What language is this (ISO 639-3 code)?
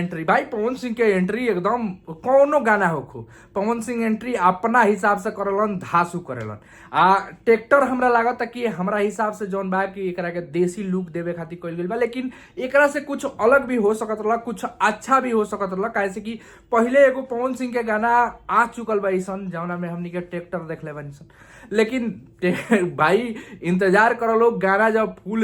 bho